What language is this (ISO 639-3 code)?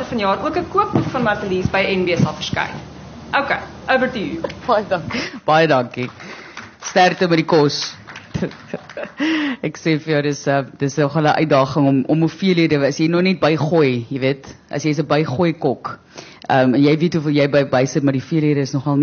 afr